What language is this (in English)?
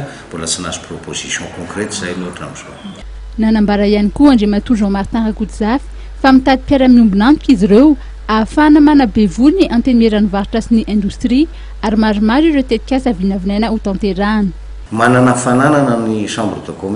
Malagasy